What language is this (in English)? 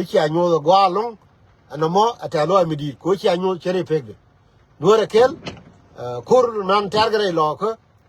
Nuer